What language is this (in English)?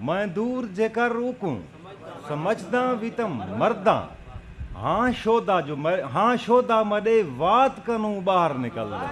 Saraiki